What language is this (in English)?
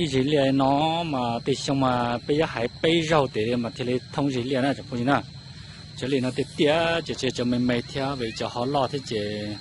Hmong